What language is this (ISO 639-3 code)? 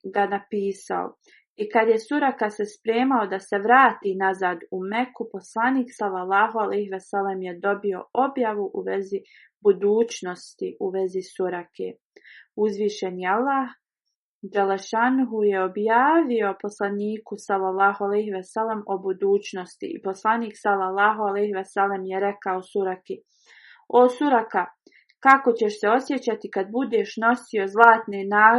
bos